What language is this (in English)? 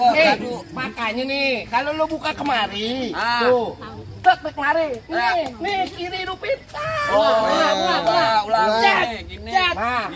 Betawi